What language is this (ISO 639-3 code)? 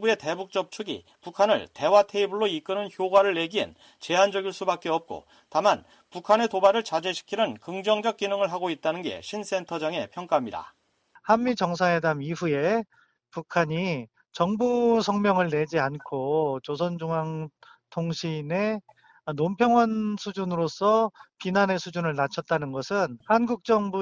kor